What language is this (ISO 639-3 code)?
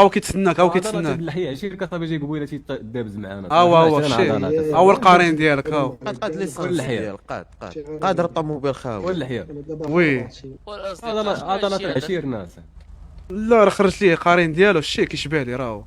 ary